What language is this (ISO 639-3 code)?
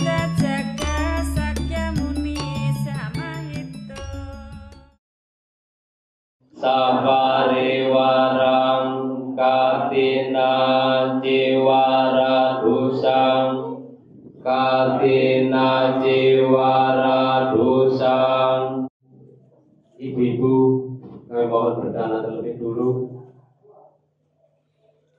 ind